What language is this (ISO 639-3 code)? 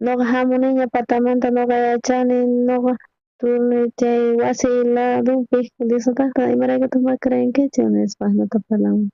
quh